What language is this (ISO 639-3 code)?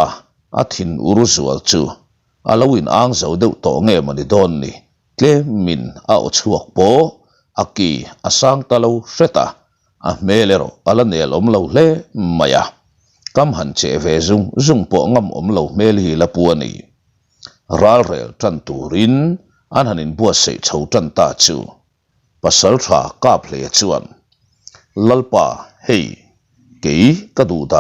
lus